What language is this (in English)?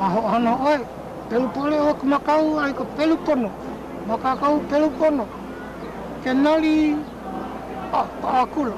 Hawaiian